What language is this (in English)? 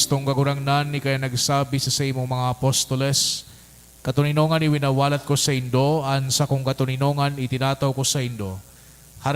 Bikol